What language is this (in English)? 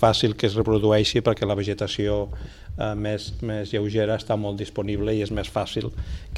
Catalan